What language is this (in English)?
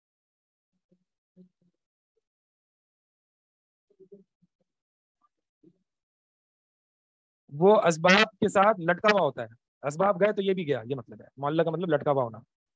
Urdu